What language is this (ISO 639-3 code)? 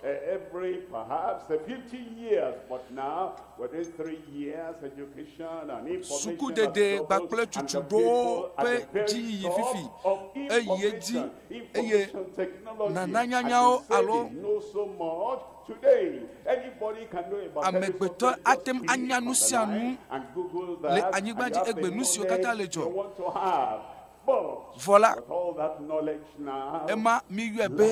ewe